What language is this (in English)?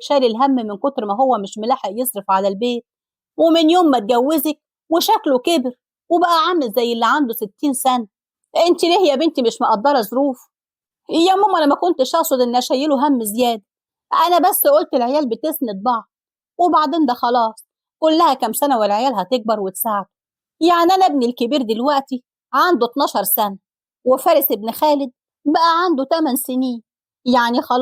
Egyptian Arabic